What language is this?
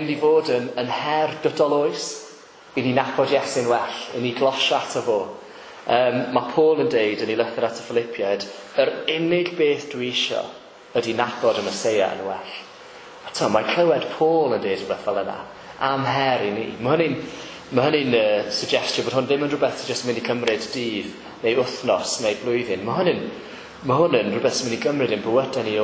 Welsh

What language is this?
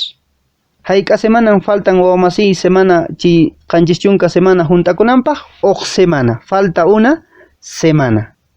Quechua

